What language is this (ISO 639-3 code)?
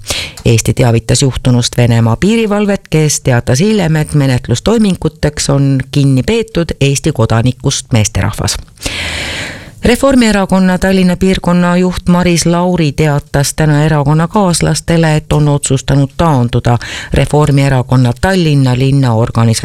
est